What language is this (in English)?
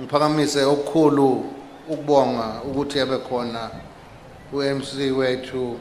Zulu